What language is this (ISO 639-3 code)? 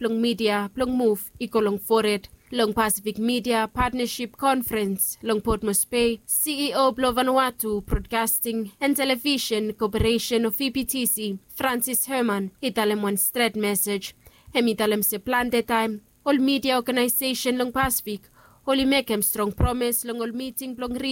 bis